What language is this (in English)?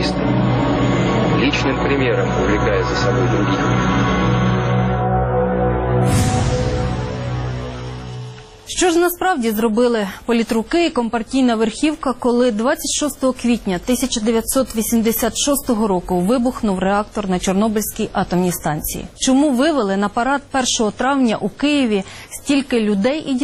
Ukrainian